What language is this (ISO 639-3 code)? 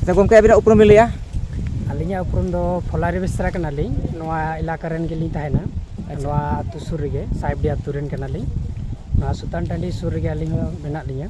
sat